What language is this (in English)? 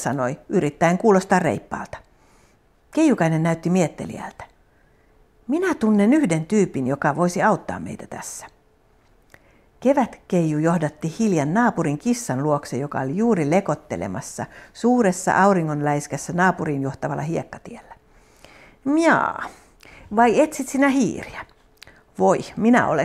Finnish